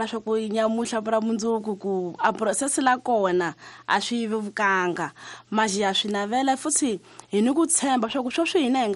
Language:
Tsonga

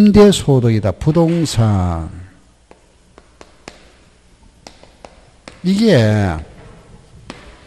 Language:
Korean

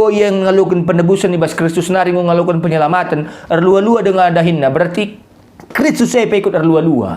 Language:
Batak Karo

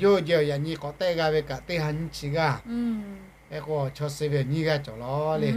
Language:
Lahu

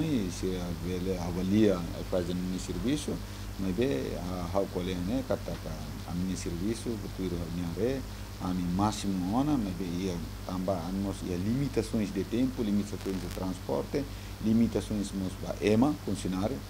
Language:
Tetum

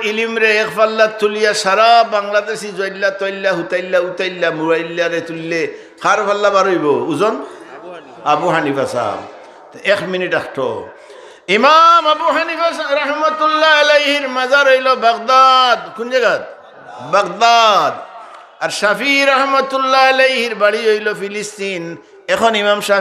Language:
Sylheti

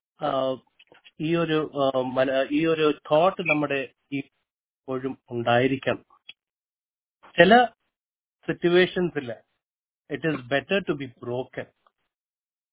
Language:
Malayalam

